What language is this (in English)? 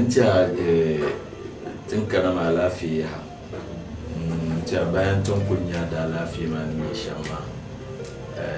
Dagbani